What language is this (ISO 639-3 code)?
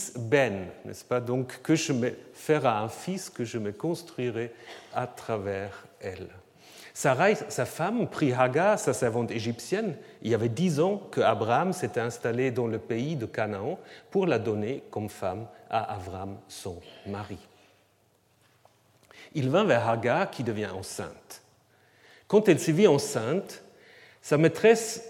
fra